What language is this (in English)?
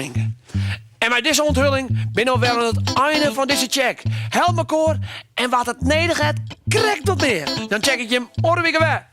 Western Frisian